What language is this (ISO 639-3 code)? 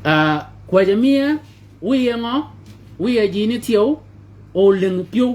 shk